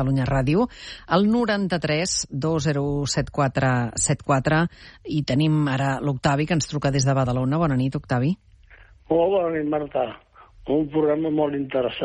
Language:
Catalan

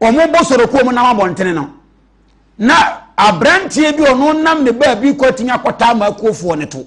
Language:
Akan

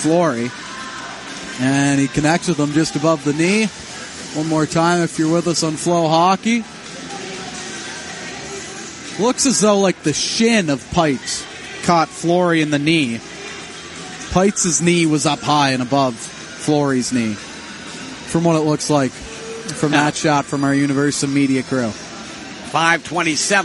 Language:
English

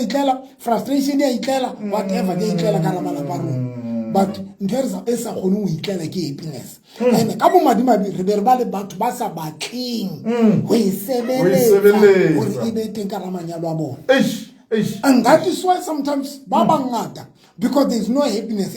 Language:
Southern Sotho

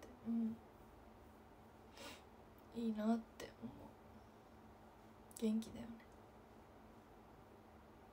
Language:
Japanese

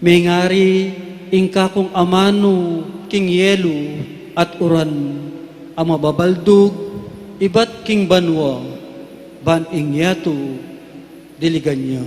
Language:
Pampanga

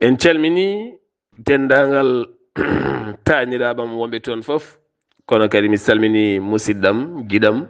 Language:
Fula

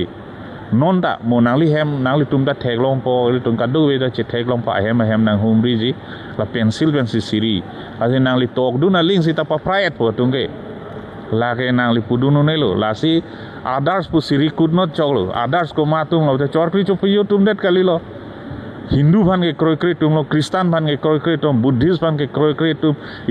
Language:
Karbi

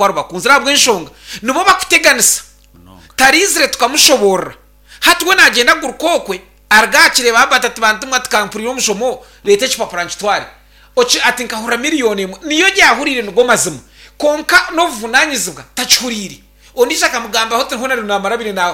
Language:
Nyankole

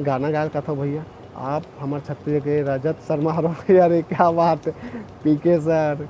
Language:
Chhattisgarhi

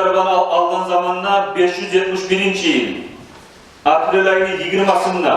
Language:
Kumyk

